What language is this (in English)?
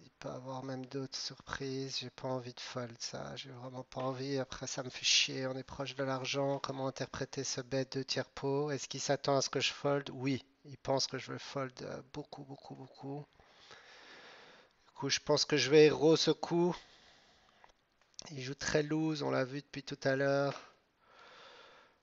French